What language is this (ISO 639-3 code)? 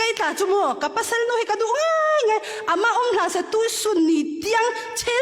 cfm